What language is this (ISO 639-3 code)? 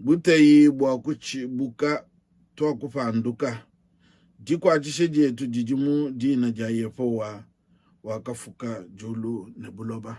lua